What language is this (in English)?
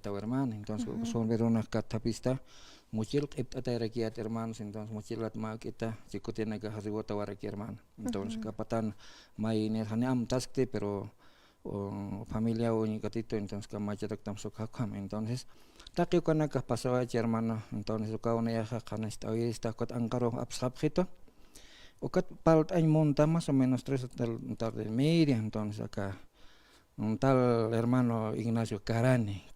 Aymara